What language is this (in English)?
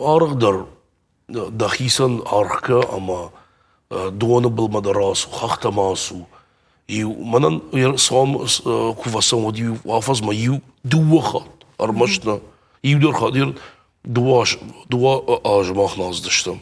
Ossetic